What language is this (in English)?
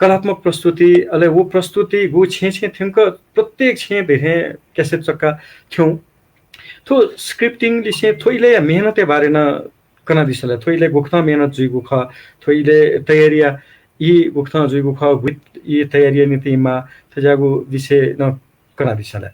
Newari